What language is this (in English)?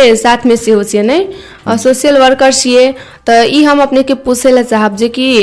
Maithili